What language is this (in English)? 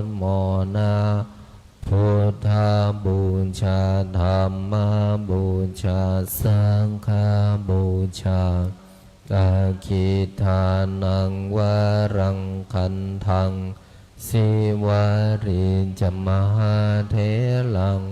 Pali